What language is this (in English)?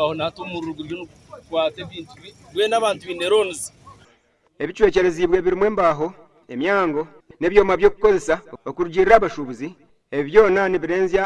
Nyankole